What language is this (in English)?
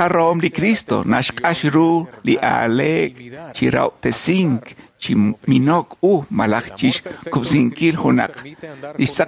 Kekchí